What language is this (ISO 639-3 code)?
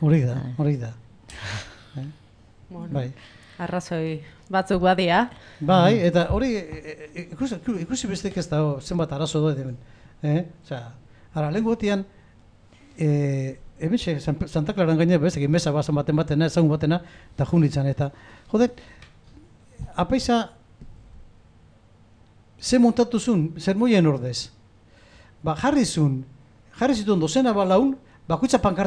eus